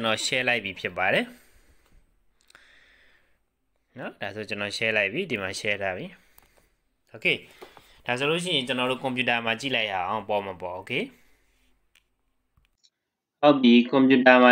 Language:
Burmese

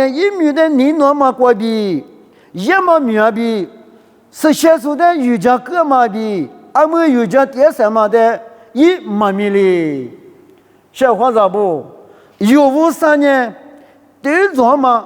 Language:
Lisu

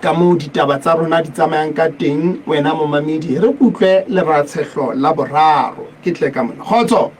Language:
Southern Sotho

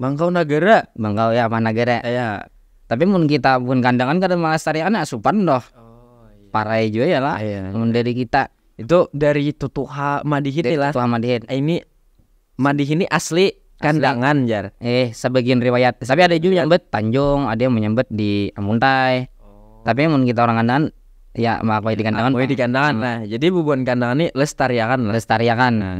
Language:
Banjar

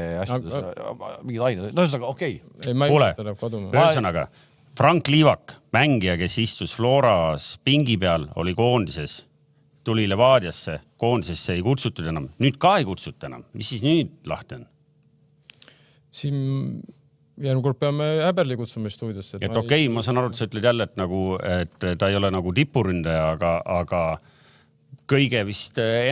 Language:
Estonian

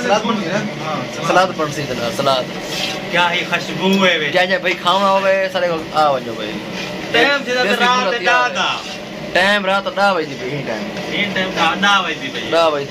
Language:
Saraiki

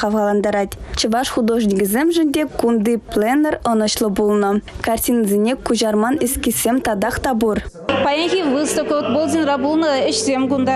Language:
Chuvash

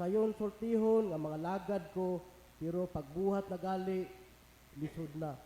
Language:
Cebuano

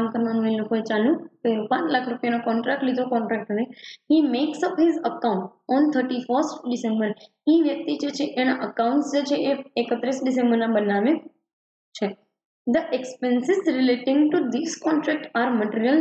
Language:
Gujarati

